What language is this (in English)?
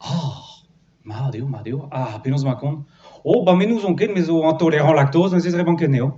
Breton